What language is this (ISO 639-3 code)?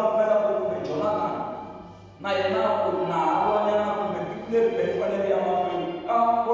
tso